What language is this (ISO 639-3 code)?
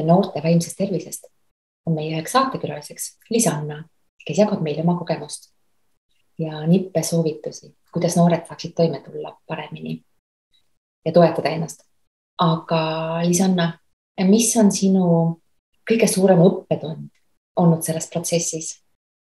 est